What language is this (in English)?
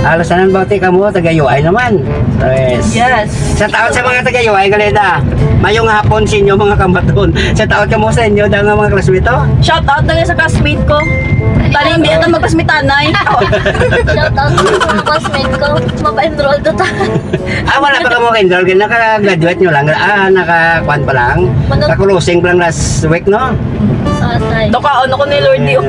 Hiligaynon